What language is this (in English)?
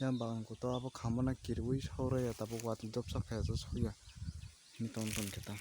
Kok Borok